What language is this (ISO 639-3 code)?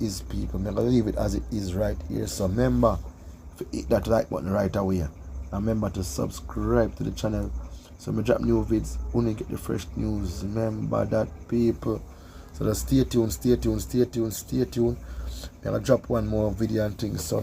jam